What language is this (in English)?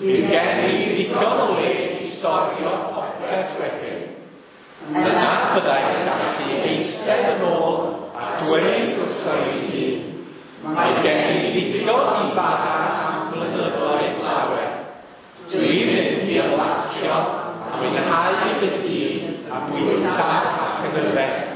Welsh